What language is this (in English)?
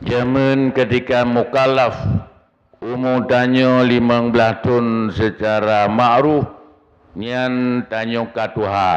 Achinese